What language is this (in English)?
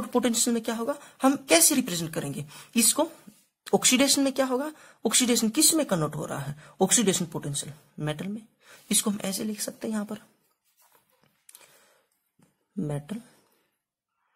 Hindi